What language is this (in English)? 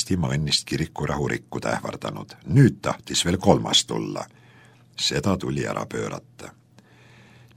Estonian